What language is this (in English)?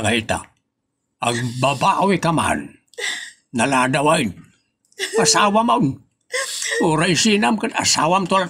Iloko